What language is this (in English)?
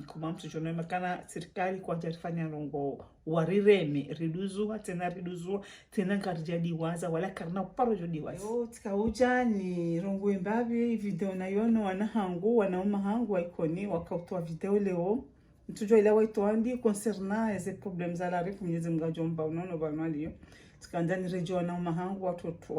Ngazidja Comorian